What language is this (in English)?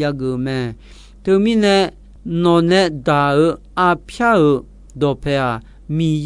Akha